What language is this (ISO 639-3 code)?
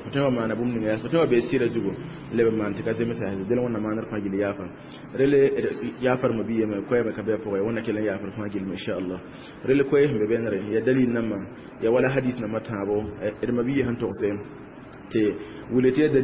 mos